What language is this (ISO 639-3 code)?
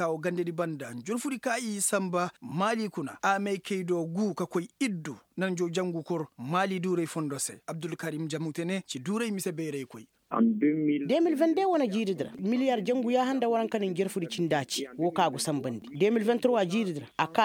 ses